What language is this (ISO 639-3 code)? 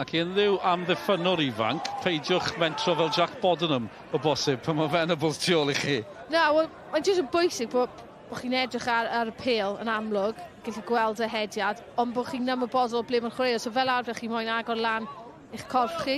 cym